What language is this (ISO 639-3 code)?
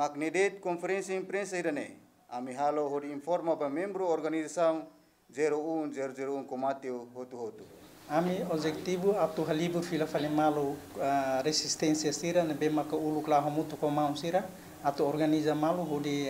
tet